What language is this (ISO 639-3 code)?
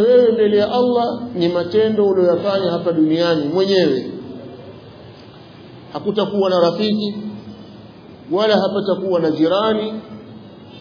swa